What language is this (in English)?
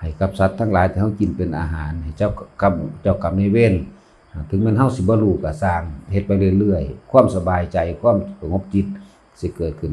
Northeastern Thai